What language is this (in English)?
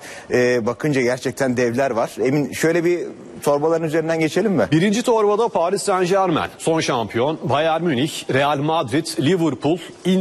Turkish